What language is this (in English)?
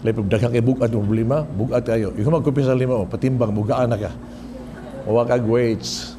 Cebuano